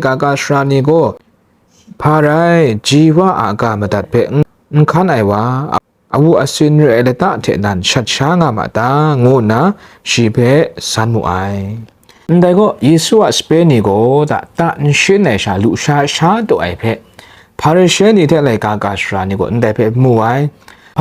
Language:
Kachin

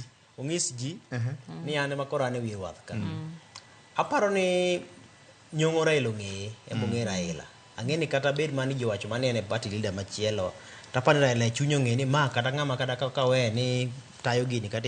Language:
Luo (Kenya and Tanzania)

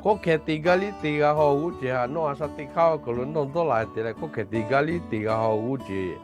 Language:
Lahu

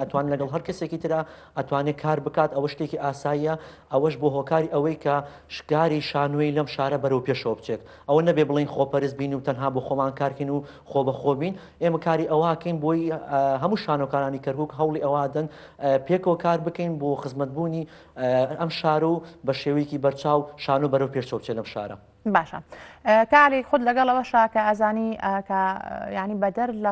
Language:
Central Kurdish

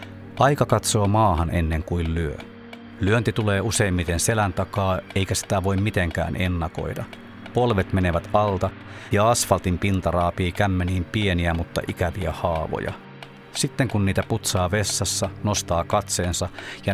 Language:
Finnish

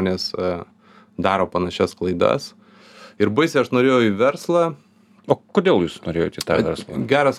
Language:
Lithuanian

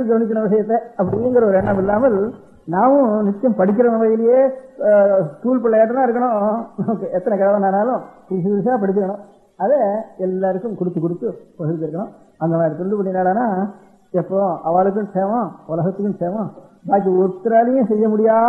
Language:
Tamil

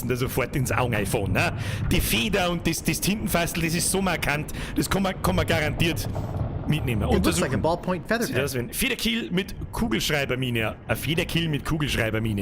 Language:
Bavarian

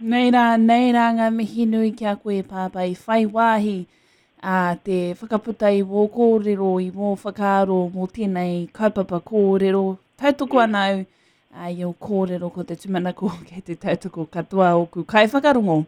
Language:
Māori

